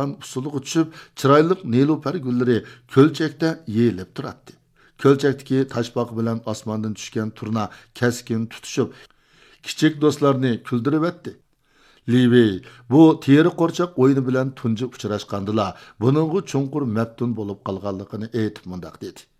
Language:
Uyghur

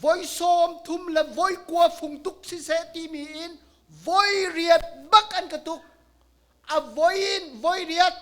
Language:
Hakha Chin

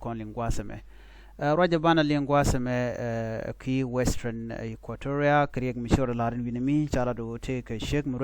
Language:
Nuer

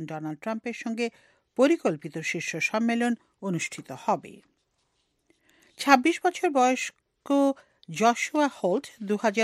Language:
Bangla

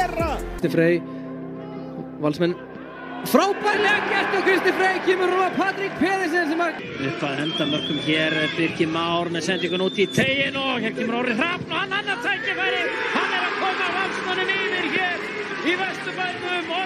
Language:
Icelandic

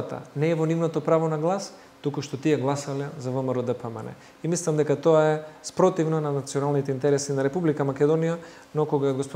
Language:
Macedonian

